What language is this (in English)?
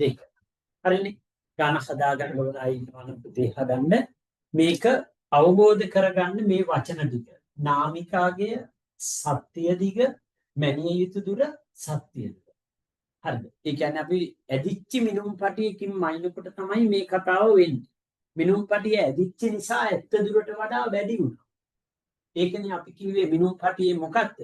Sinhala